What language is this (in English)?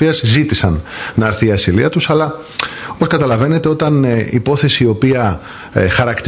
Greek